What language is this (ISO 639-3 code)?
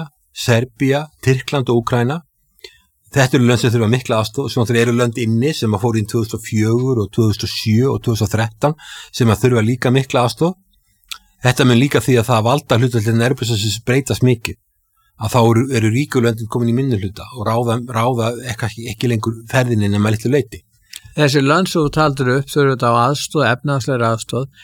isl